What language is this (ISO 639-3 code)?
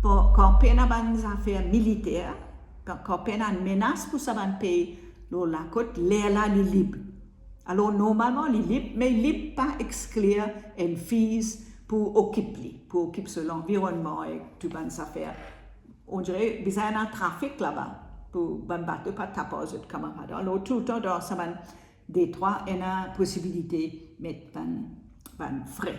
mfe